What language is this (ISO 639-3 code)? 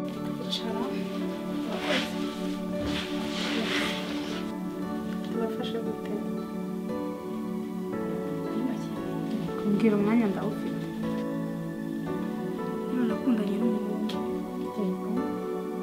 kin